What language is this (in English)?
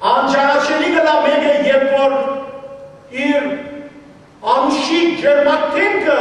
Western Armenian